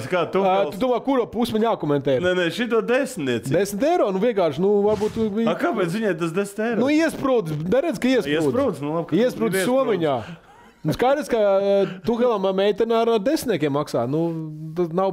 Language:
Latvian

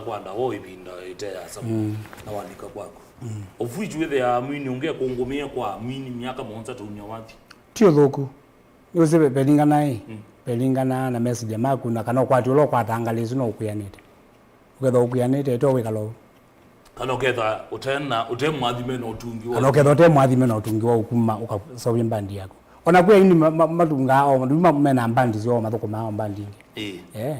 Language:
Kamba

